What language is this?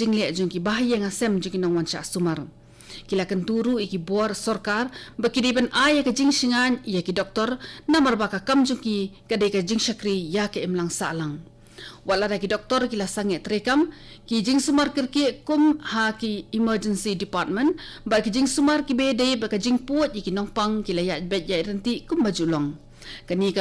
Khasi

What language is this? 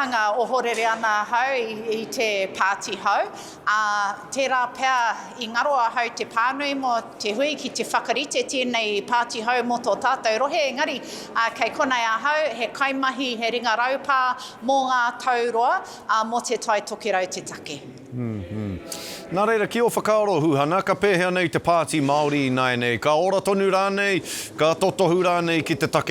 Māori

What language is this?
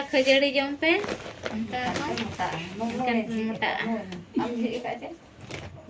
Santali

